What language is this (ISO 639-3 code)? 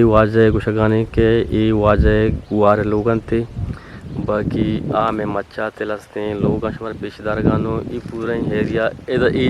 bgp